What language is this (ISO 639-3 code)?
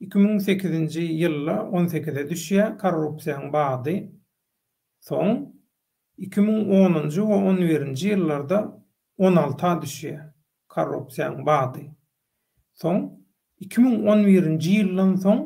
tuk